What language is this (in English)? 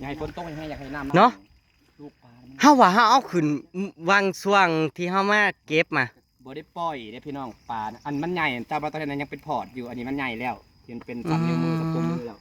Northeastern Thai